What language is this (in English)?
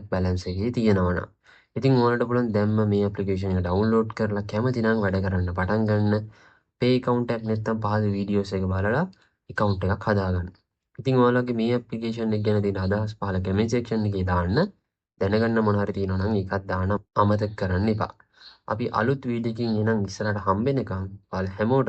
Sinhala